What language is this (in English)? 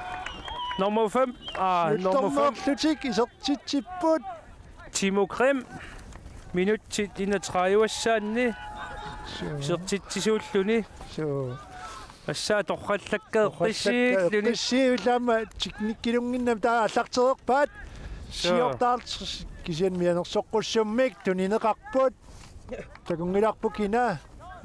Kalaallisut